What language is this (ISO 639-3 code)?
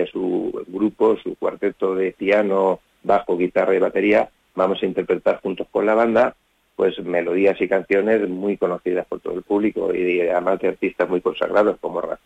spa